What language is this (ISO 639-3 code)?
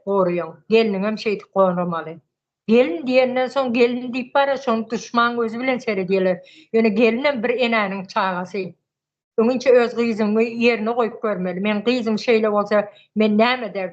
tuk